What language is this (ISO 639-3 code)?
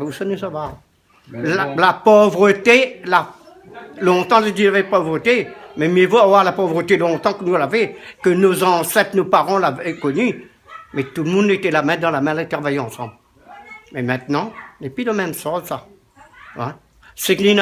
rcf